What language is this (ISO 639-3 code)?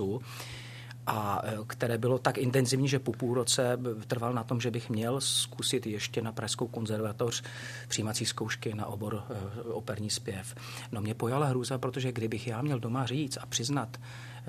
ces